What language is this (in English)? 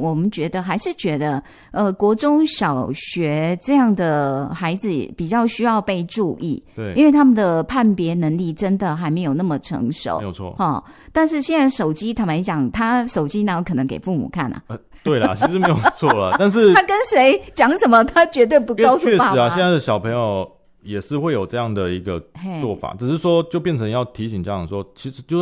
Chinese